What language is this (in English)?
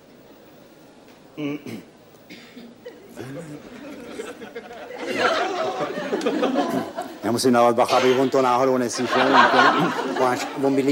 Czech